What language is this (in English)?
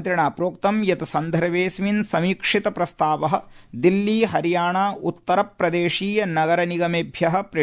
Sanskrit